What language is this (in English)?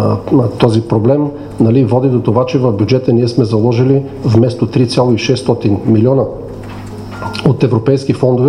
Bulgarian